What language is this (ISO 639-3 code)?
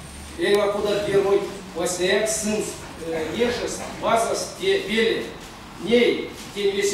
myv